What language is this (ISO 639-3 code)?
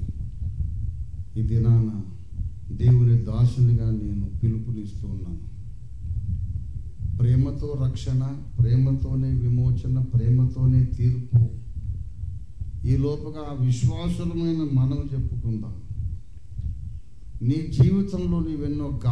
tel